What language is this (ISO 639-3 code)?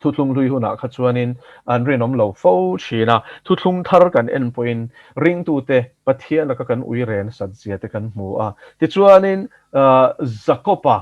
lus